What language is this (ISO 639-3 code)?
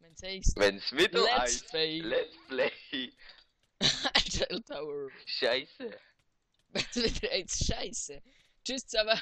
gsw